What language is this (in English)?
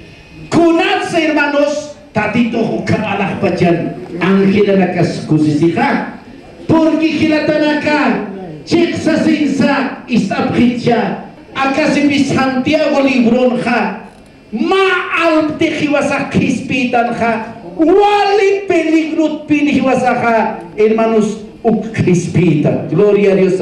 Aymara